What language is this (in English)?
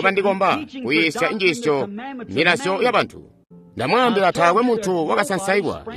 Tonga (Zambia)